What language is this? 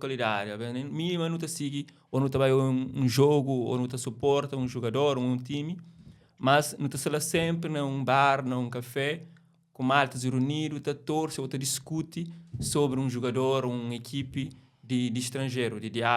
Kabuverdianu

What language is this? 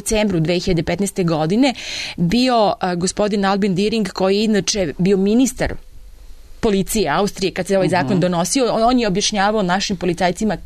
Serbian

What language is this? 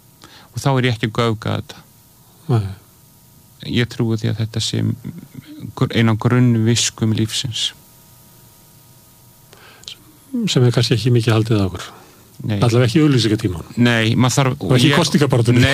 Icelandic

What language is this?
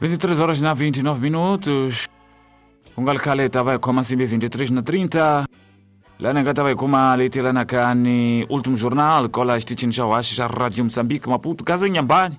Tsonga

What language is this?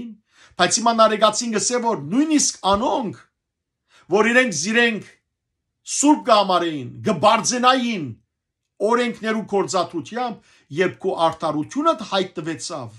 Western Armenian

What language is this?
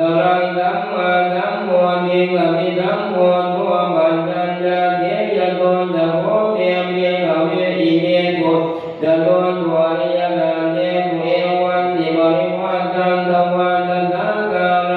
Pali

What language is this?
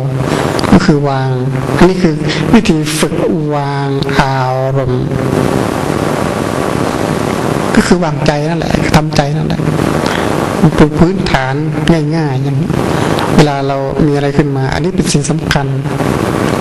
Thai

